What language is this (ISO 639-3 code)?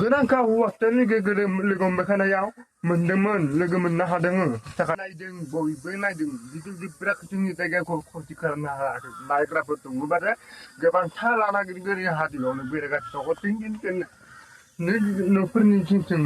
brx